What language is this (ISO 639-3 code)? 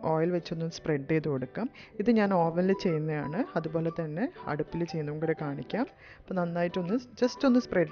mal